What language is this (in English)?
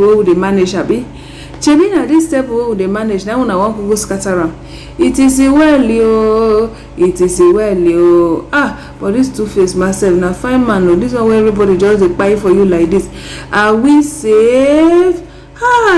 Nigerian Pidgin